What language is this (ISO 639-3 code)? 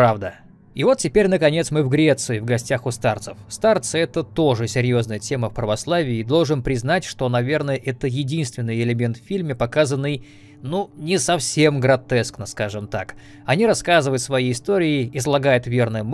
rus